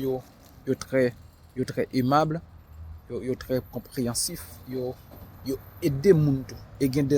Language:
Haitian Creole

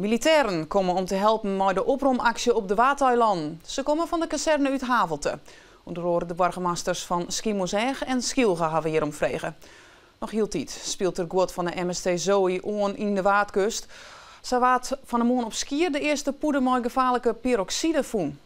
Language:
Western Frisian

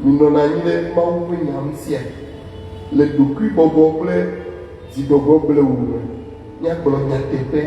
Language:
Ewe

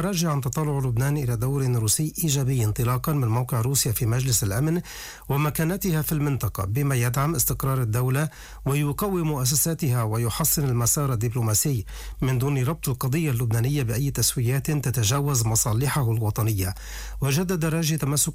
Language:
Arabic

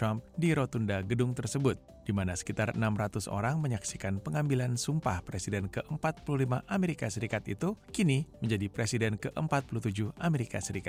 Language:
Indonesian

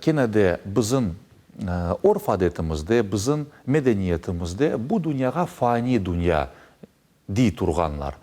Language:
Crimean Tatar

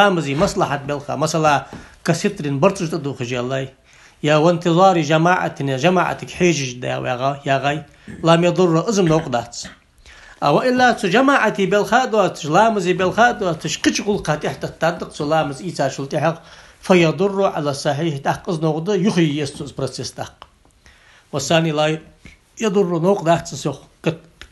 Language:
Ingush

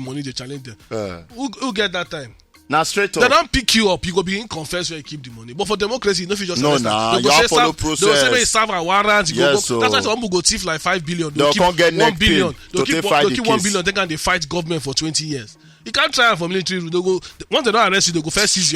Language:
Nigerian Pidgin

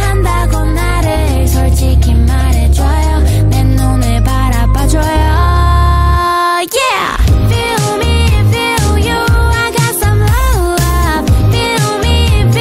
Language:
Korean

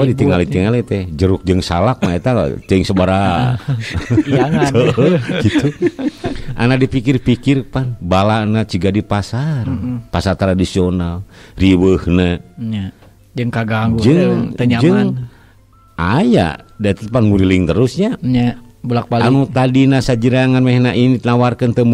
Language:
Sundanese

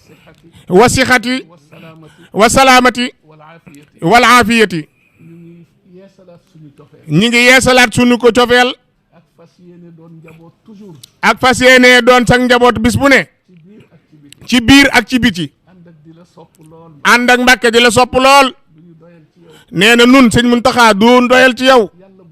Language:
Wolof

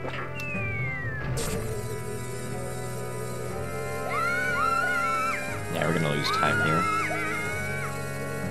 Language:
English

